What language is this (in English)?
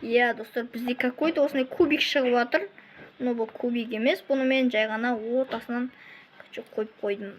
Kazakh